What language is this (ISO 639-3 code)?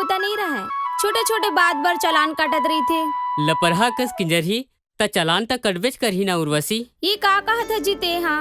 hne